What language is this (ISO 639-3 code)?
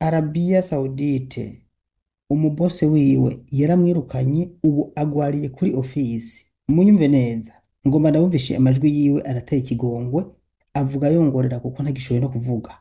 run